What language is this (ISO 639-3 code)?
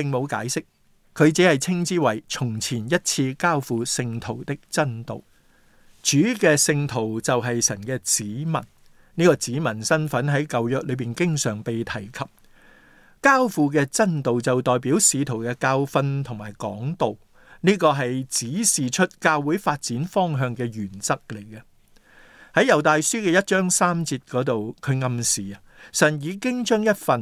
yue